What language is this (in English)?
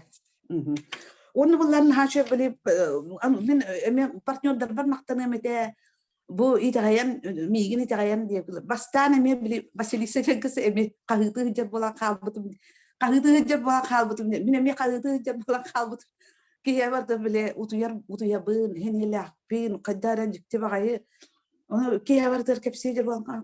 Yakut